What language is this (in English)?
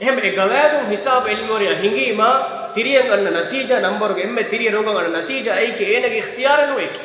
Divehi